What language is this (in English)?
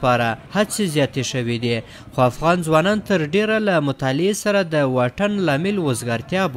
Pashto